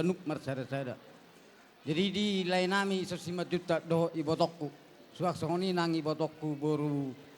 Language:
Batak Toba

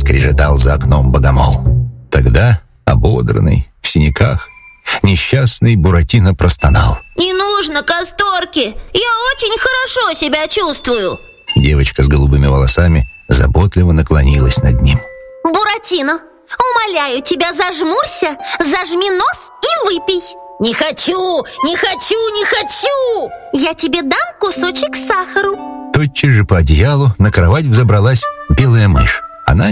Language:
Russian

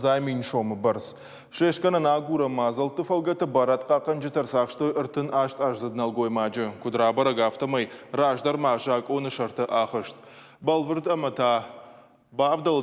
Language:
Ossetic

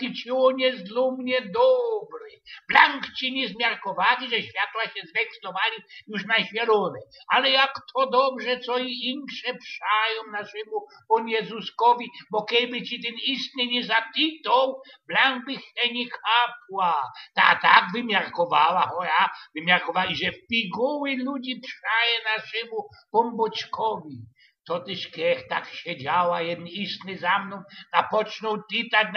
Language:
Silesian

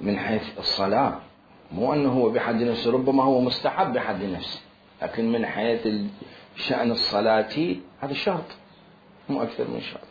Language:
Mesopotamian Arabic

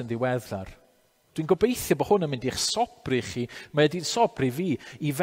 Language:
Welsh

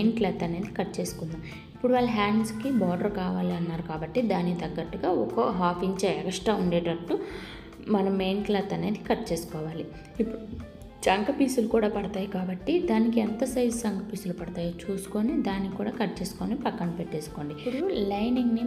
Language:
Telugu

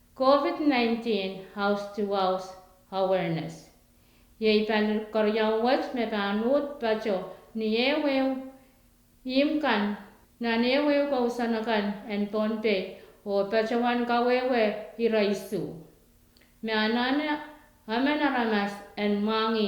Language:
Pohnpeian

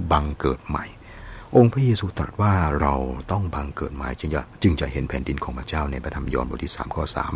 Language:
Thai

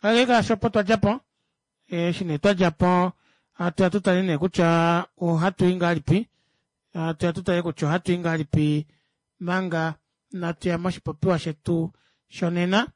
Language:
Kuanyama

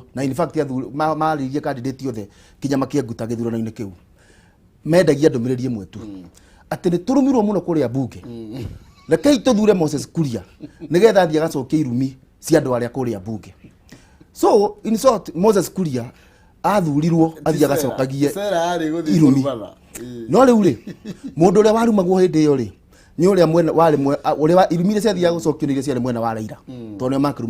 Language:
Kikuyu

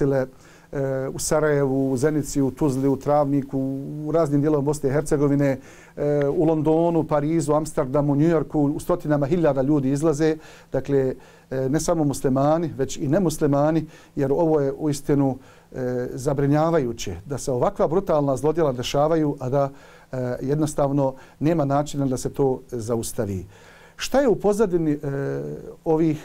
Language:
Bosnian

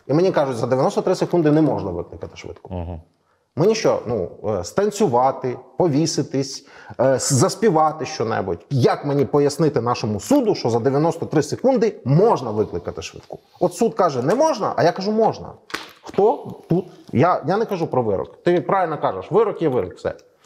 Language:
Ukrainian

